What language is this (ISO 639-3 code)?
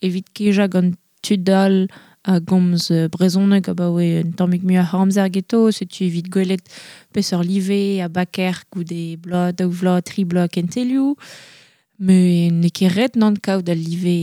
bre